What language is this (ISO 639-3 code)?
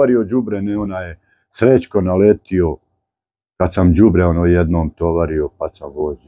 bos